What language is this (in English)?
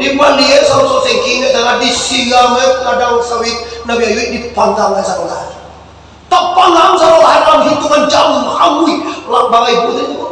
Minangkabau